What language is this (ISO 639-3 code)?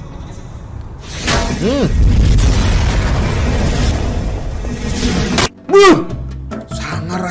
ind